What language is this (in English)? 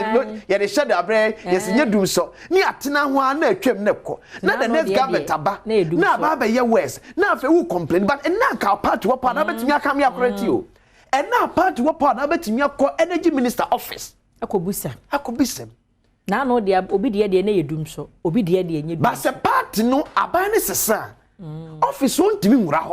Akan